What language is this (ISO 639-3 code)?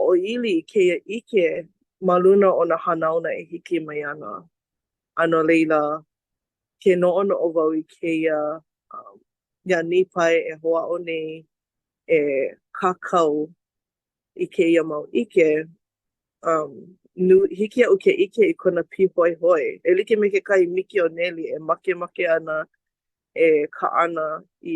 haw